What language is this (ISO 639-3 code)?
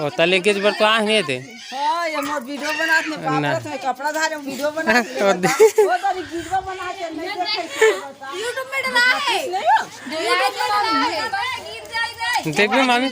hne